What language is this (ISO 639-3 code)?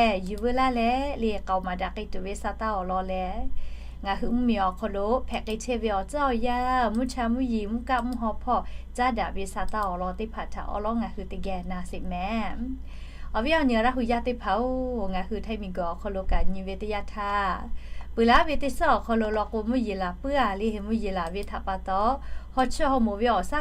lhu